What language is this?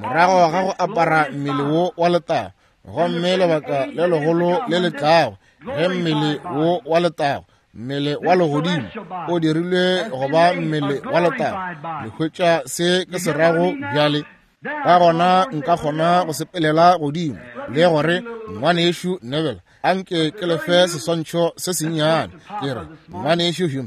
Northern Sotho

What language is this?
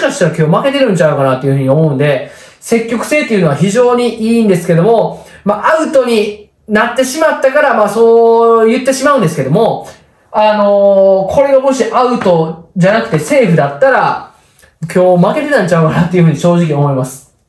Japanese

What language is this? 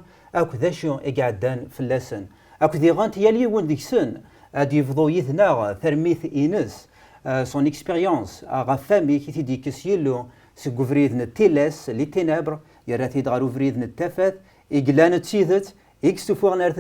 Kabyle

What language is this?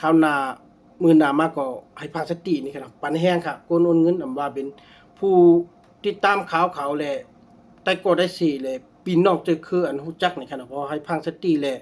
Shan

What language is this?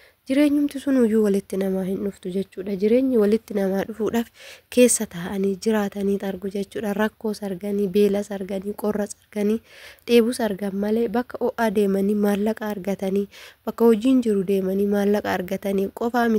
Oromo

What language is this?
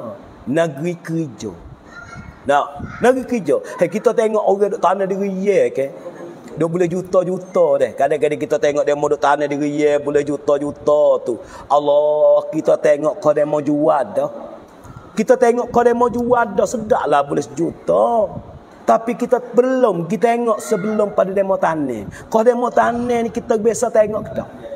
Pattani Malay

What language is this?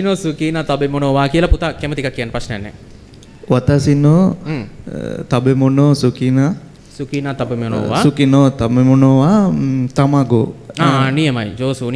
Sinhala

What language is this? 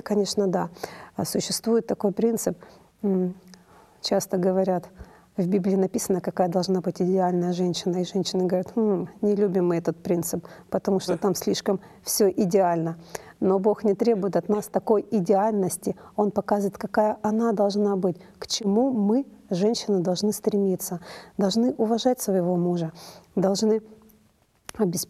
Russian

